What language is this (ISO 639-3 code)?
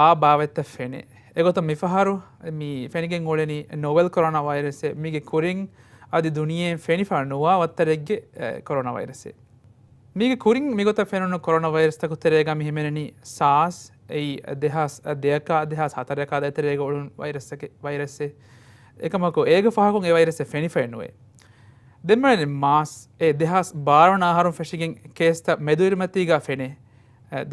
div